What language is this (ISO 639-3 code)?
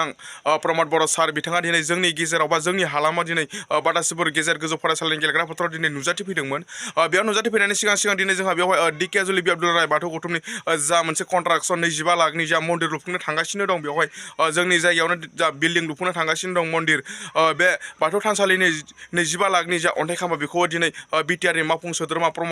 brx